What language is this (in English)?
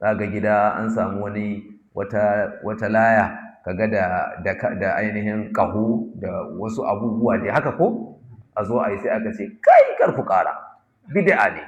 Hausa